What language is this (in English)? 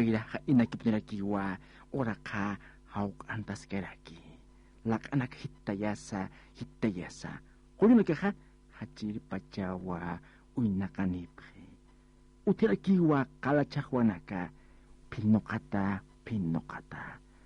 Aymara